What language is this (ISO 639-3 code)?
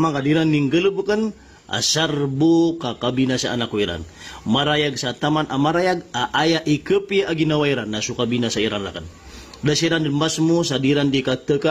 mrw